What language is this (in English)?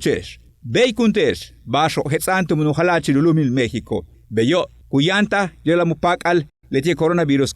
Yucateco